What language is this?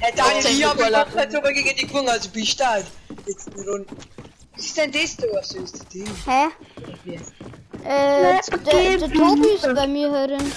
Bavarian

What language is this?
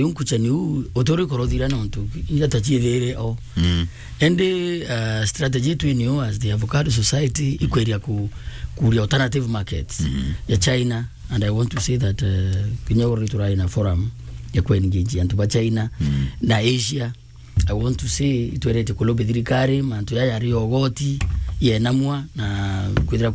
Meru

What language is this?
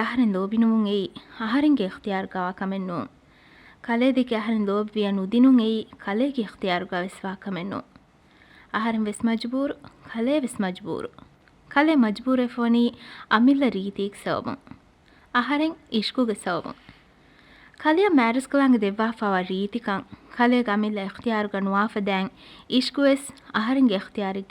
Divehi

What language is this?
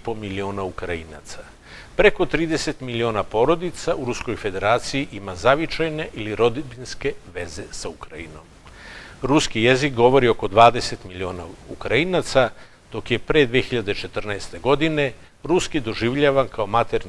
Serbian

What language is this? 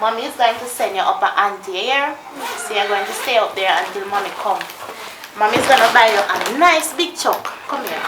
Jamaican Creole English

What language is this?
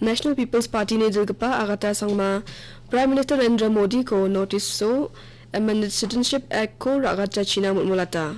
Garo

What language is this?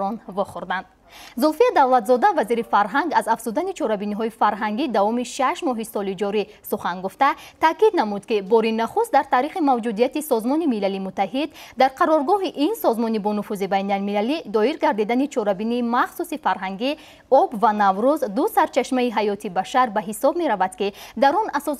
Tajik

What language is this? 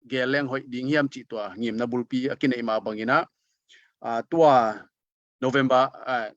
Tedim Chin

